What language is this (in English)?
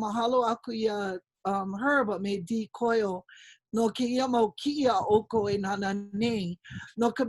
Hawaiian